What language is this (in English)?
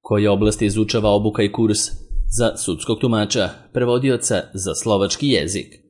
Serbian